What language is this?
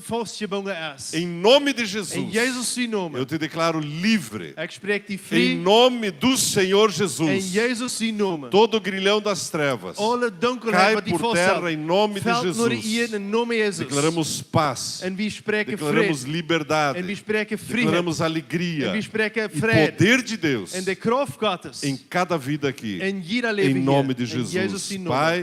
Plautdietsch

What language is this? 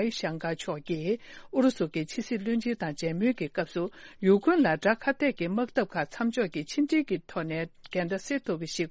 Tibetan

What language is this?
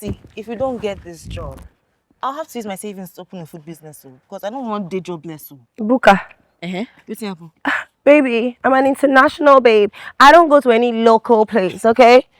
Nigerian Pidgin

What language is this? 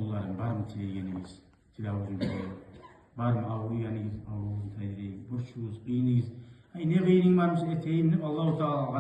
Kumyk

